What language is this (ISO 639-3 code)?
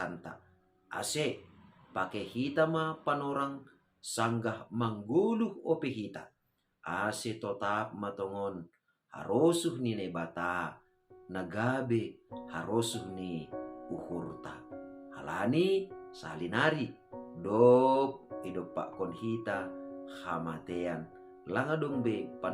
bts